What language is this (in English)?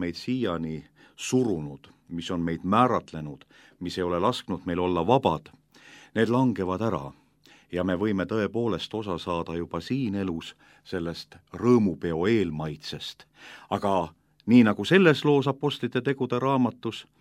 Estonian